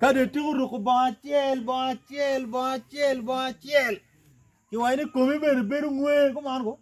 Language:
Acoli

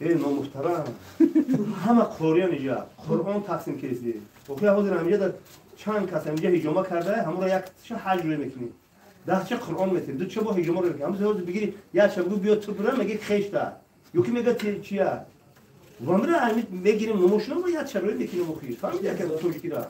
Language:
Tajik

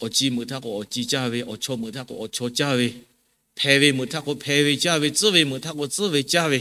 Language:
Lahu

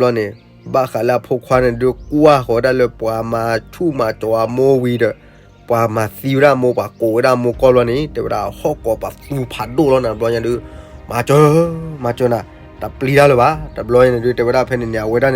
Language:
S'gaw Karen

